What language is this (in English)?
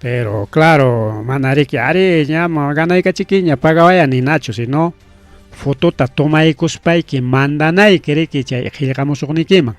Ayacucho Quechua